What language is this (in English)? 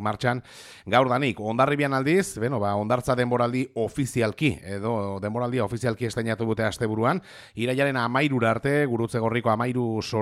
Basque